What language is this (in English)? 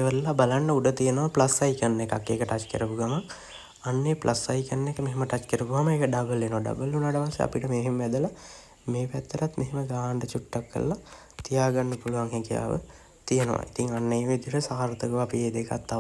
Sinhala